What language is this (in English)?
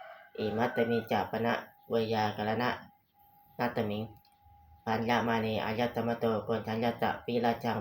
Pali